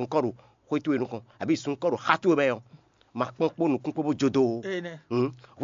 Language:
Fon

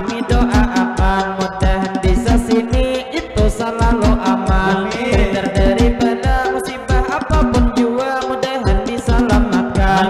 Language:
Banjar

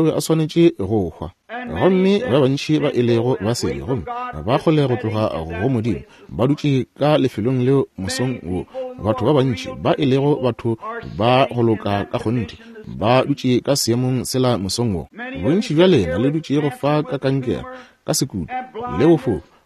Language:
Northern Sotho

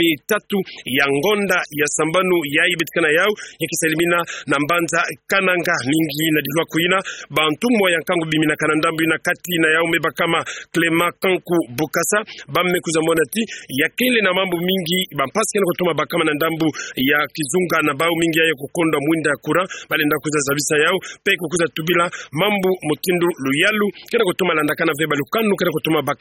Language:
Kituba (Democratic Republic of Congo)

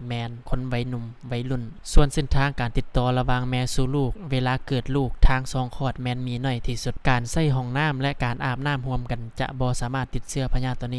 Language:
Lao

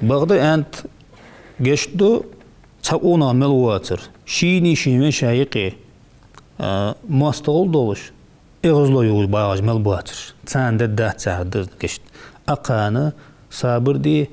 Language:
Ingush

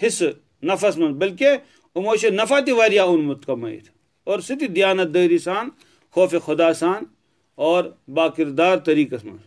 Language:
Kashmiri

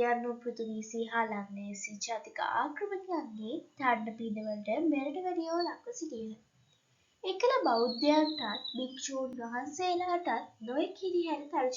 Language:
Sinhala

